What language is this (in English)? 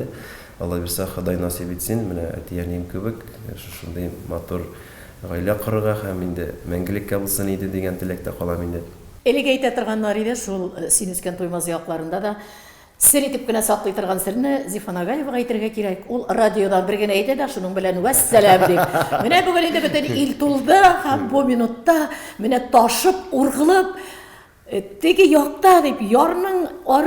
Tatar